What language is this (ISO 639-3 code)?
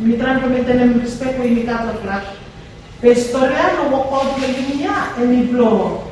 bis